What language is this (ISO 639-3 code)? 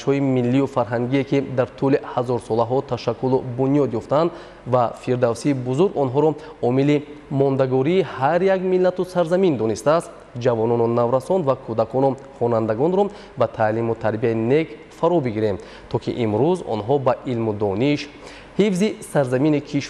tgk